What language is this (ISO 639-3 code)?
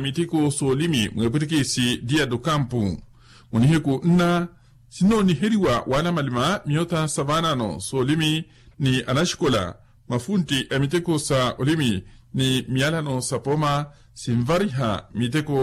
vmw